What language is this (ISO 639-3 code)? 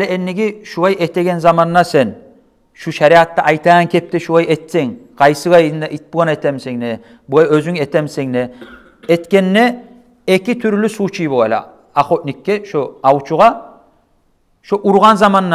kum